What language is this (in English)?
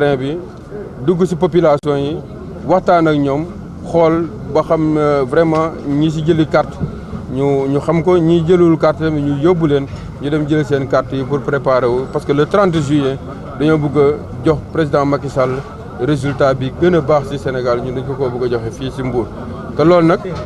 Wolof